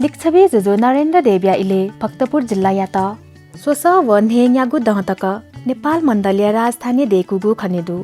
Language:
Newari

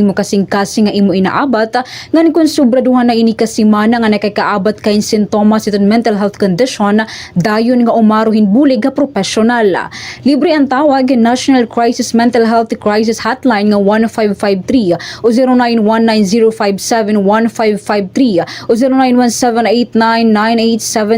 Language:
Waray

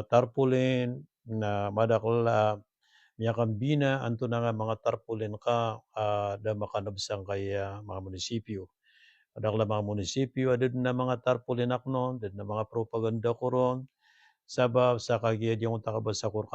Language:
Maranao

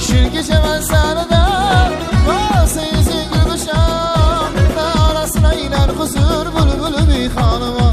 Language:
Kara-Kalpak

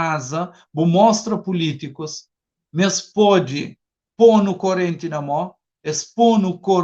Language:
Kabuverdianu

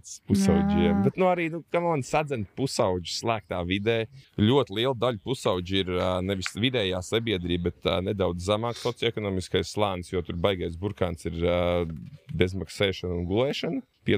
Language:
Latvian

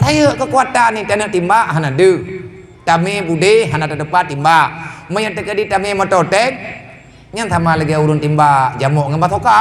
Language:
Achinese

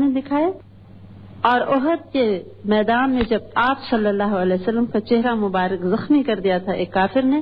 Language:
Urdu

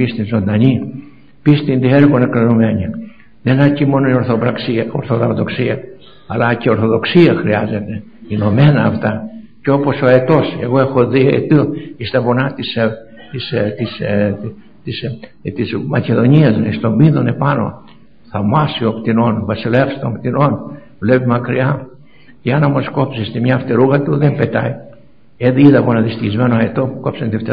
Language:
Greek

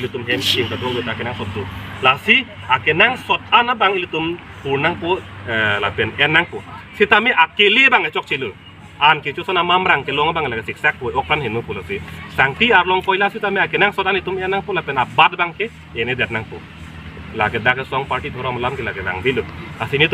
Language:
Karbi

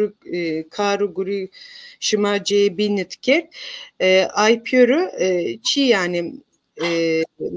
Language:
Zaza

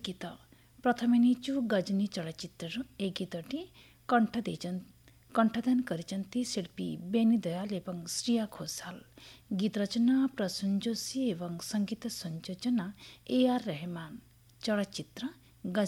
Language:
Odia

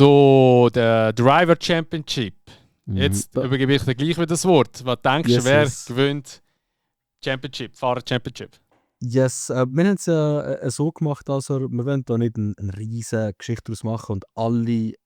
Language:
Swiss German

